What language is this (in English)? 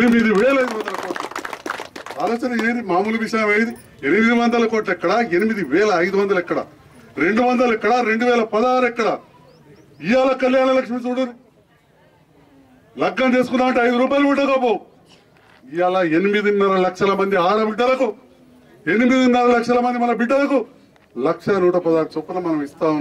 Telugu